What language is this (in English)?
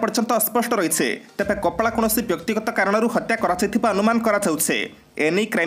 Odia